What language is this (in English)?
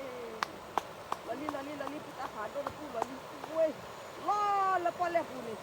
S'gaw Karen